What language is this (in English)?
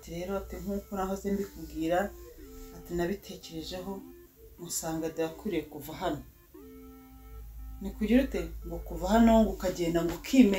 Kinyarwanda